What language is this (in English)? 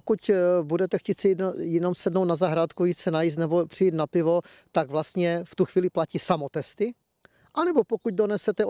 Czech